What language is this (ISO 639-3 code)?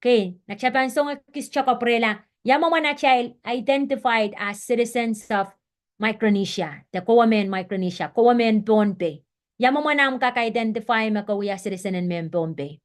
pon